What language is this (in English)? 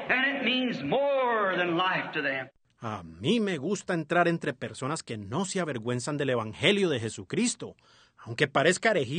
Spanish